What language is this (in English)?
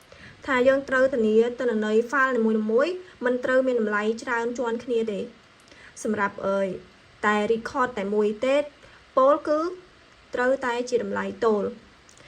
Khmer